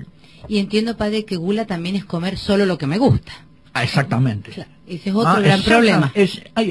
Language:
Spanish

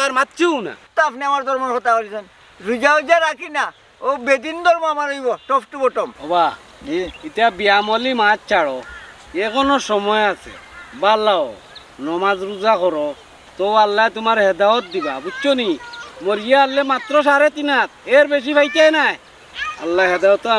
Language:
Sylheti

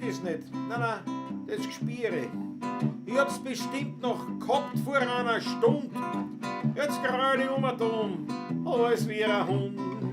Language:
Bavarian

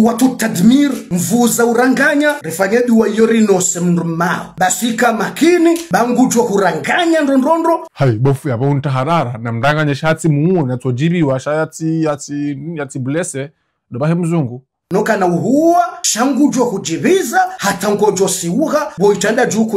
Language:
Ngazidja Comorian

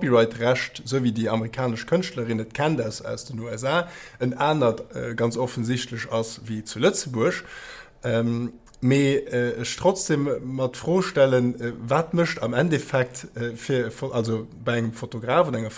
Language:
Luxembourgish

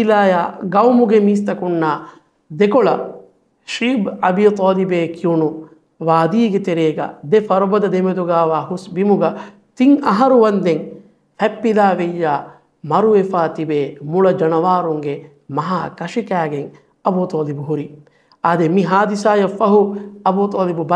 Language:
Divehi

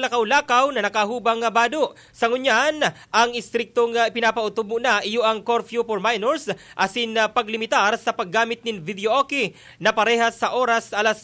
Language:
Bikol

